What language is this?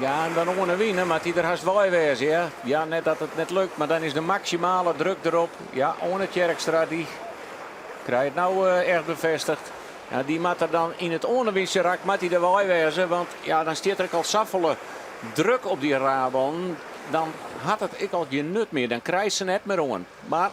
Western Frisian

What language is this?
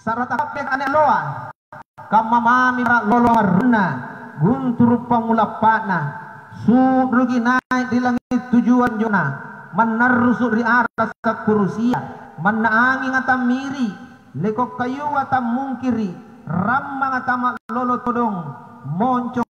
Makasar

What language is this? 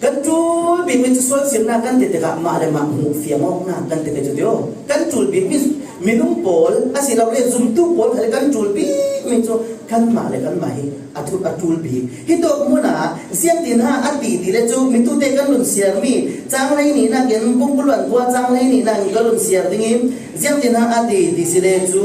Falam Chin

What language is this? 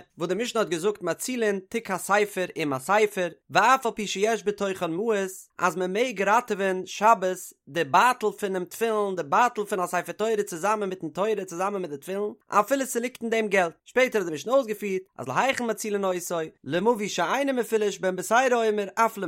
Yiddish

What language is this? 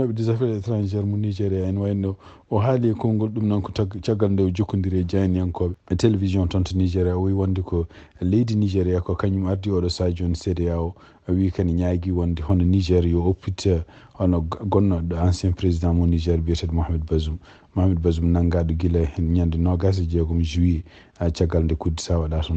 Fula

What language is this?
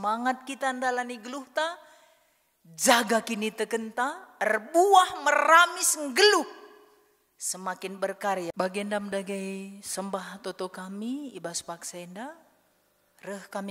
Batak Karo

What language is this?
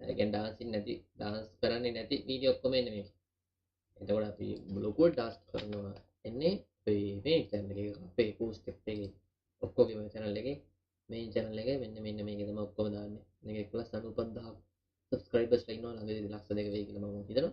Sinhala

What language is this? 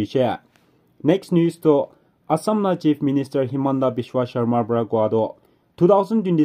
Naga Pidgin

